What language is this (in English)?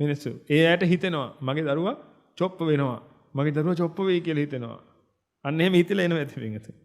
Sinhala